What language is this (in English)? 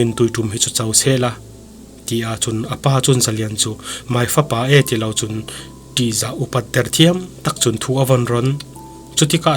Falam Chin